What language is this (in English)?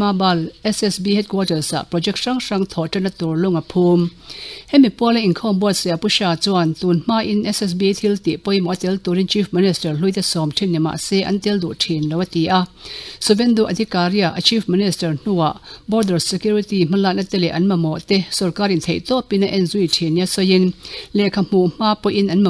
Mizo